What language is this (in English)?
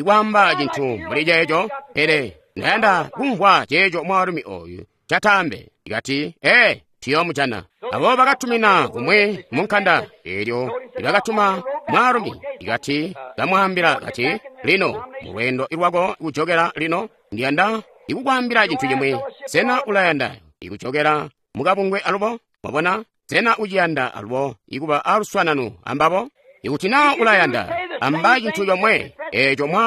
Tonga (Zambia)